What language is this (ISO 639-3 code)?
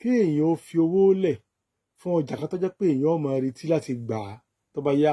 yor